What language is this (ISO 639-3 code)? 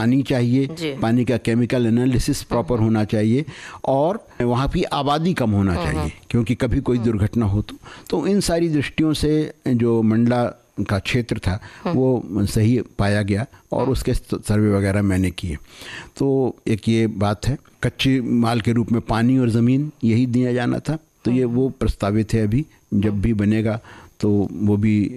hin